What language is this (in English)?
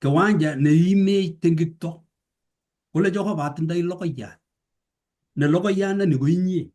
Kalenjin